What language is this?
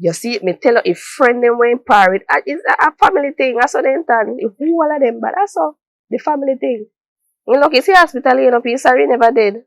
Jamaican Creole English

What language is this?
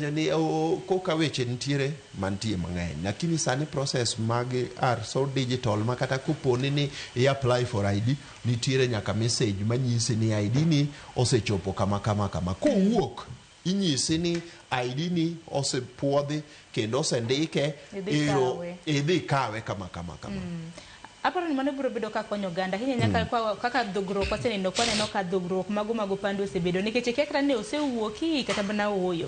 Luo (Kenya and Tanzania)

